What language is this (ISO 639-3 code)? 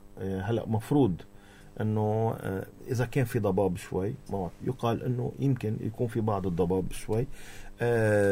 apc